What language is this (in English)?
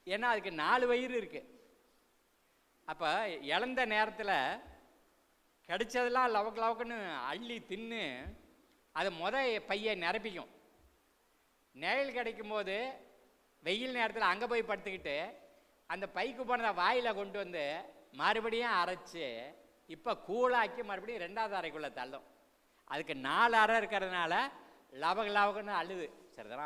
Tamil